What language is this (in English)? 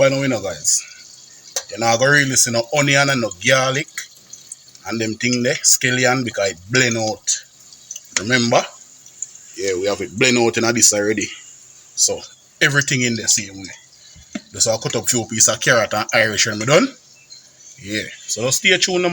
Jamaican Creole English